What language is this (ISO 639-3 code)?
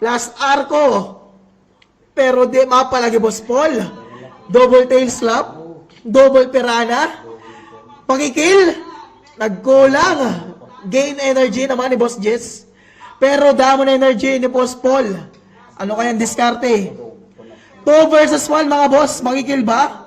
war